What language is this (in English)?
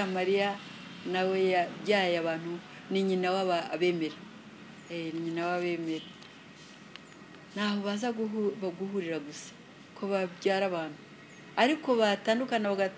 Kinyarwanda